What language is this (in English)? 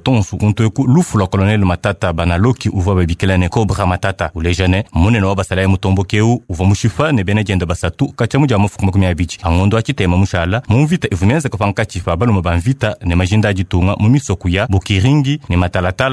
Luba-Lulua